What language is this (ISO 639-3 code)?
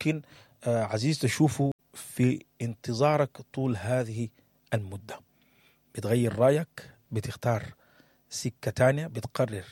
apd